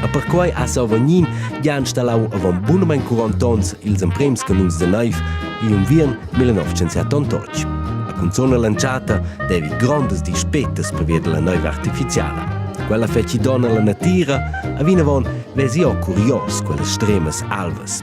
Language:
Romansh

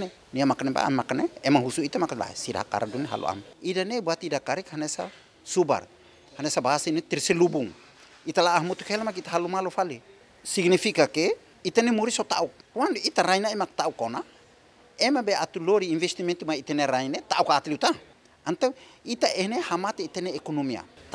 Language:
Tetum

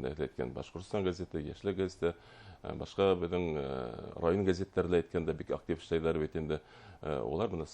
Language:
Bashkir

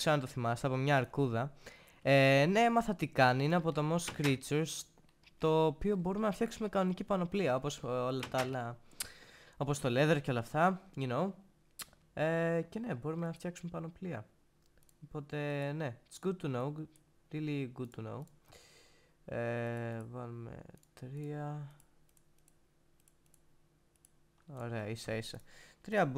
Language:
Greek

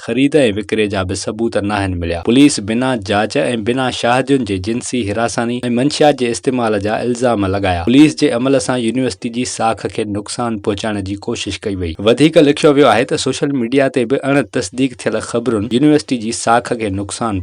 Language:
Sindhi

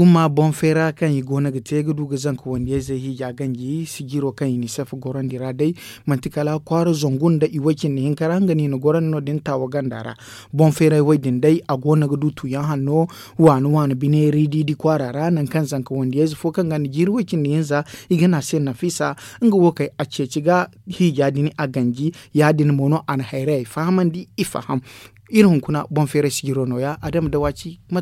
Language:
Zarma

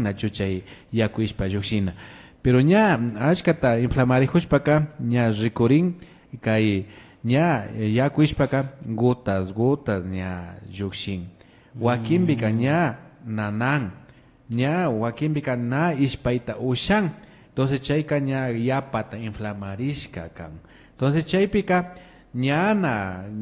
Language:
Imbabura Highland Quichua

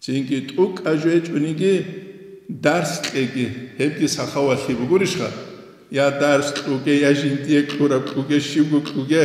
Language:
Avaric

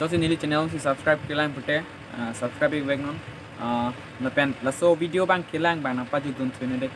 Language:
Karbi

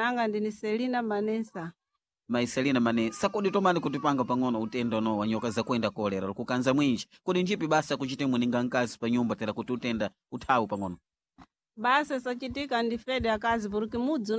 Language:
Sena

